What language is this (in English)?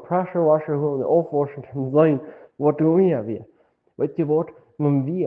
Plautdietsch